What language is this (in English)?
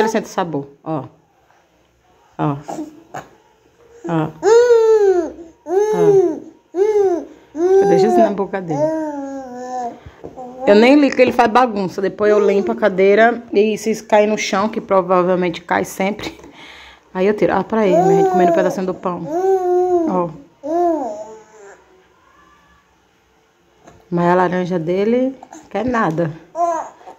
Portuguese